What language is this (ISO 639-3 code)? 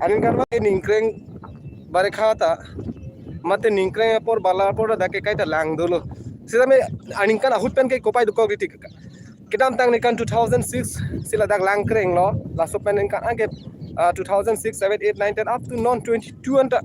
mjw